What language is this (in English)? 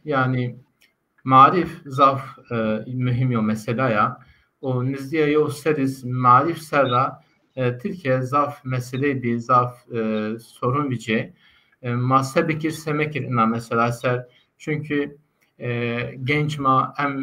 Zaza